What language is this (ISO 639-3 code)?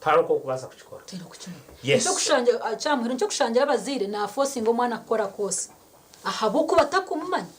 nyn